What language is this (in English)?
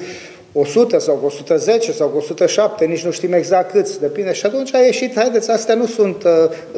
Romanian